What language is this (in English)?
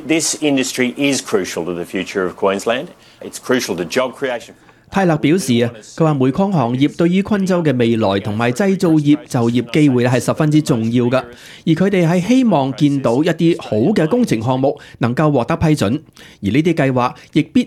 Cantonese